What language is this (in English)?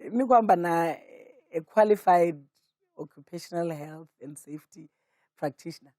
Venda